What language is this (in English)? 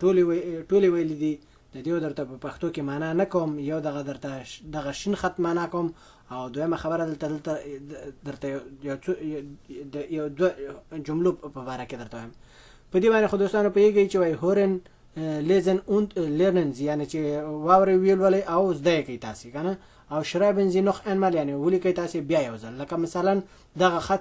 Pashto